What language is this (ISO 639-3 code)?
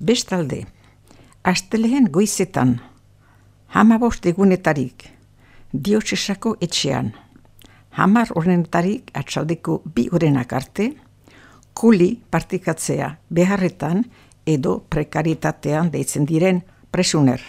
eus